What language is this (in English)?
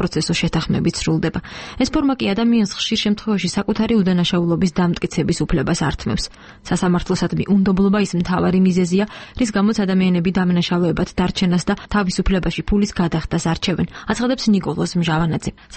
Georgian